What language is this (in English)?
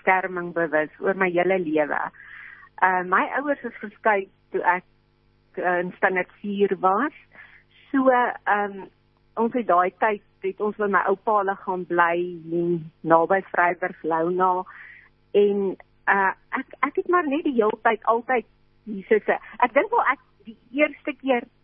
Afrikaans